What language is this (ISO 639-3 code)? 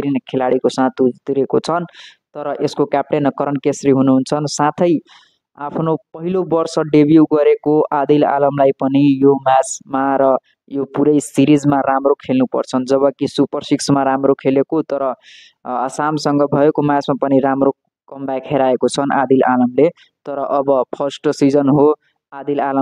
nep